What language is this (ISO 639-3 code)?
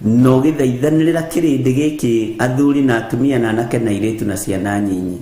kik